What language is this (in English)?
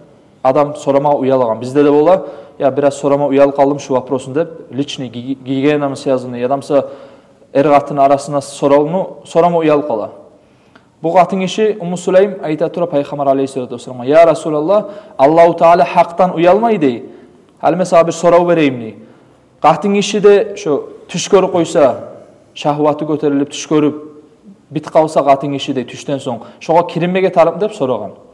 Kumyk